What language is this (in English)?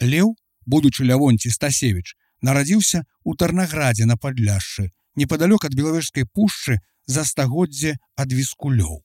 Belarusian